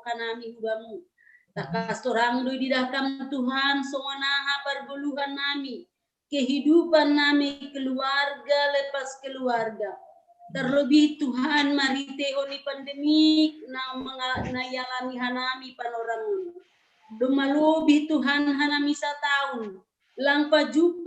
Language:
Batak Simalungun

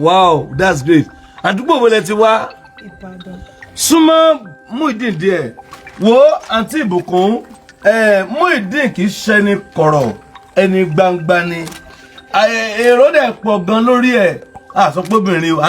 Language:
Yoruba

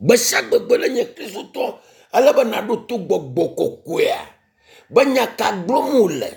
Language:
Ewe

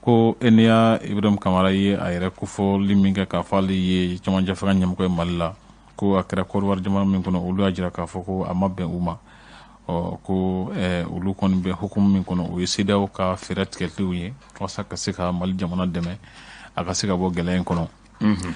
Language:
Bambara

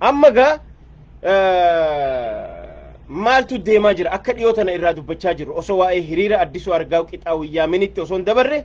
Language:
Oromo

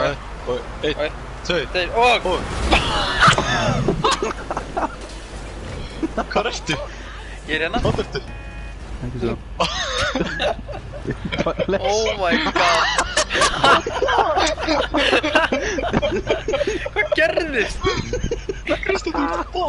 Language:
Icelandic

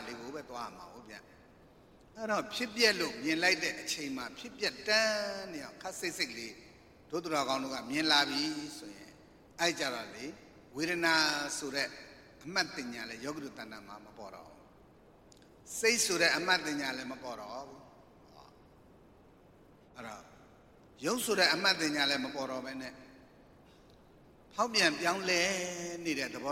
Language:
Burmese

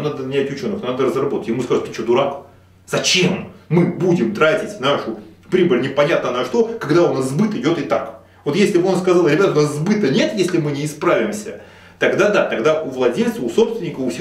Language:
Russian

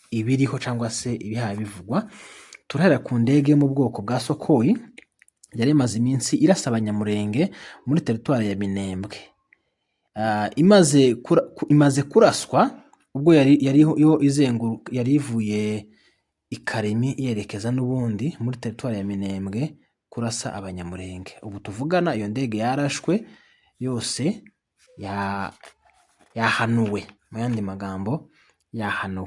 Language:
Rundi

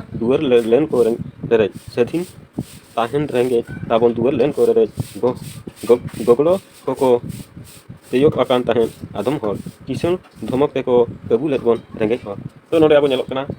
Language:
Santali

